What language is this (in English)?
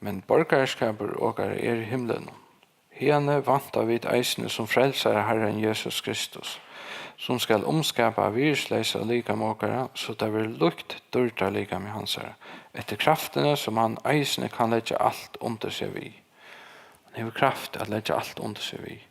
Faroese